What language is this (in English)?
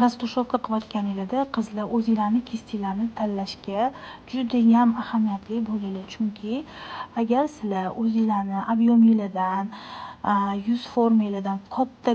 Uzbek